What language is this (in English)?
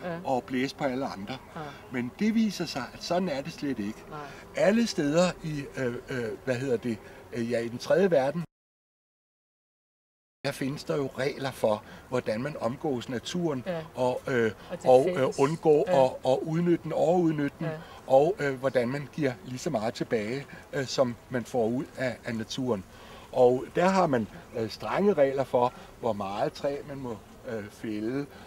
Danish